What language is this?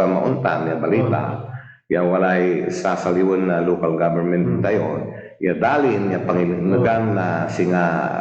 Pangasinan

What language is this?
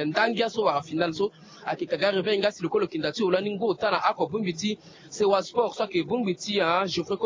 Sango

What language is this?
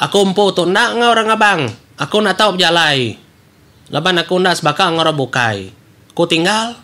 Iban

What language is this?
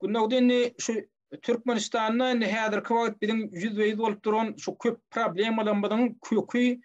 Turkmen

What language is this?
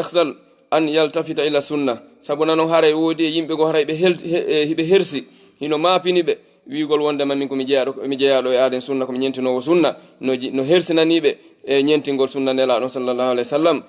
Fula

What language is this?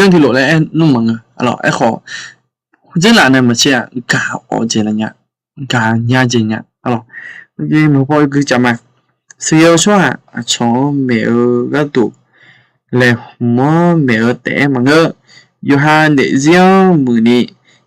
Akha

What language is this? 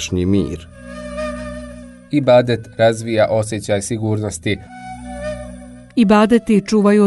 Bosnian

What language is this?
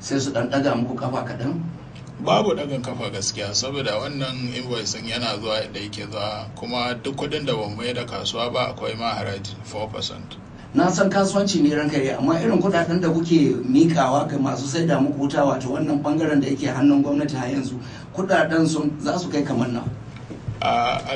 Hausa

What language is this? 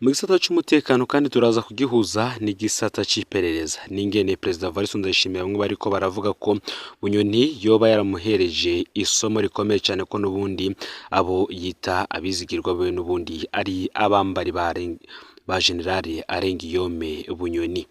Rundi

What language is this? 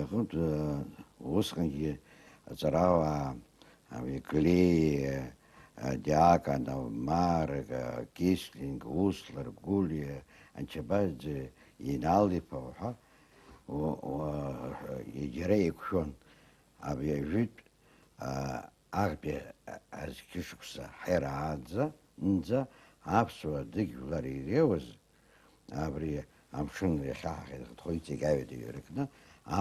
Abkhazian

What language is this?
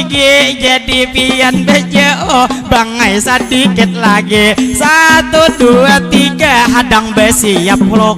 Banjar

